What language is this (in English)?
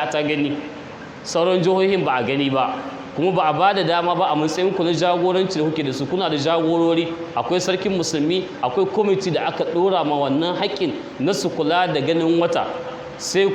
Hausa